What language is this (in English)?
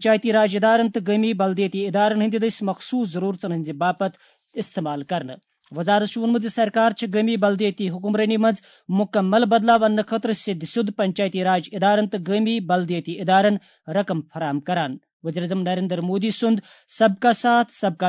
Kashmiri